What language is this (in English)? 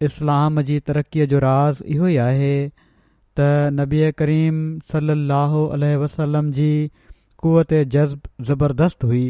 Sindhi